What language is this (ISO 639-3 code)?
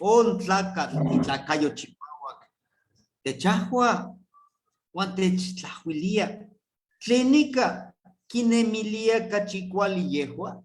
nhe